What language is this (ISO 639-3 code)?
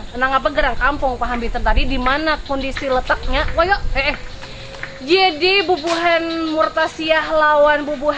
bjn